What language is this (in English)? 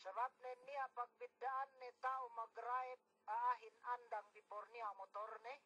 Yakan